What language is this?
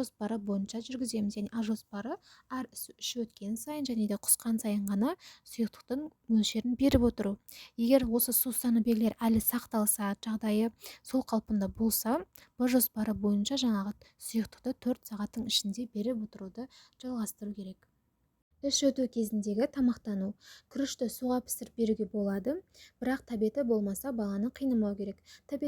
Kazakh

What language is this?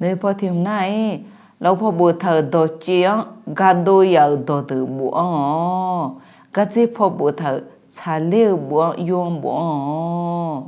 Akha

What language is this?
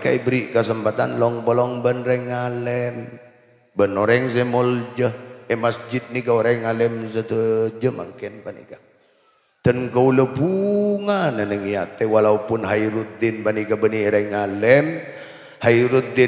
Madurese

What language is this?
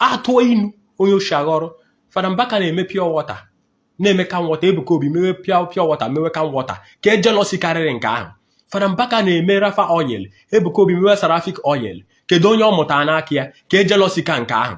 Igbo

